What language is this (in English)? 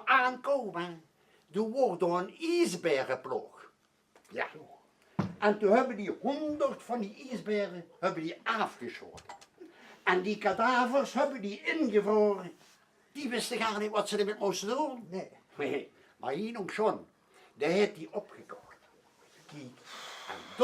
Limburgish